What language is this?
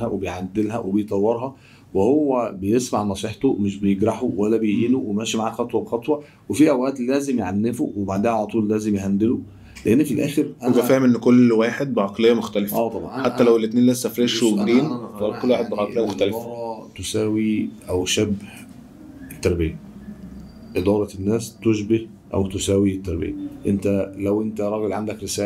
Egyptian Arabic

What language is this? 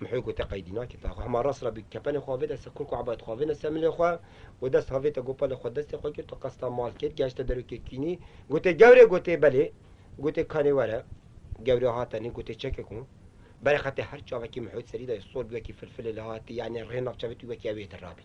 Kurdish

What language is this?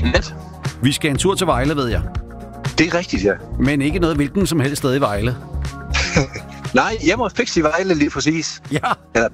Danish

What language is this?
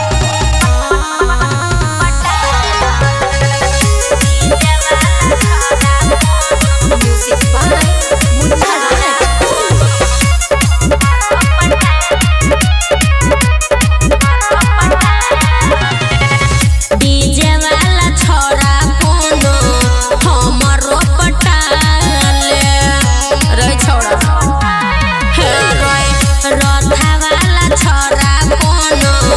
Bhojpuri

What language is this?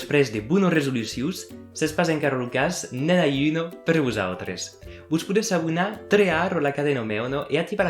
Occitan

